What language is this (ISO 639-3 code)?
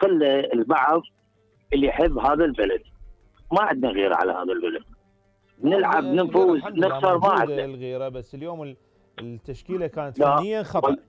acm